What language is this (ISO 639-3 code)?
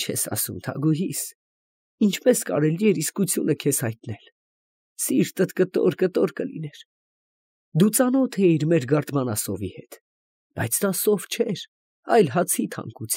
hye